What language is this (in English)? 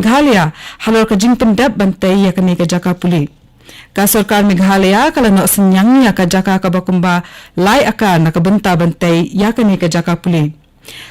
Khasi